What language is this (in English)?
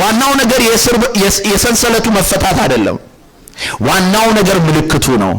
Amharic